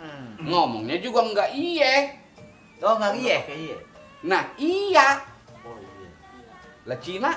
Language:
Betawi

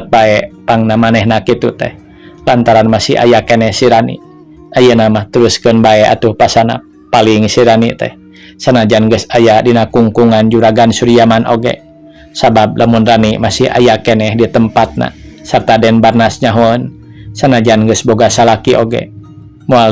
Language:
Sundanese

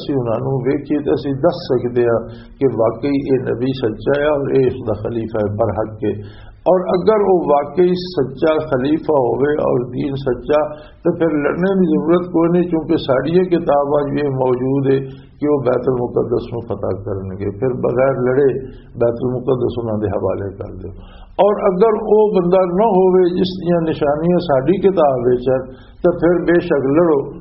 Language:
Western Panjabi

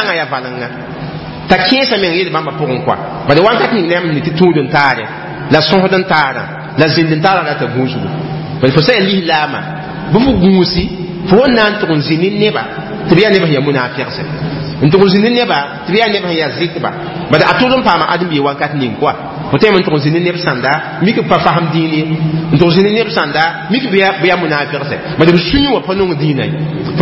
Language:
Mossi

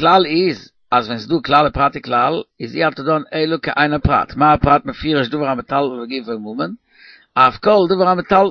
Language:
Yiddish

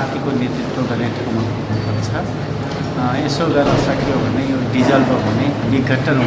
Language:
Nepali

